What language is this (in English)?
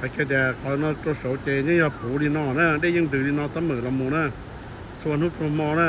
Hmong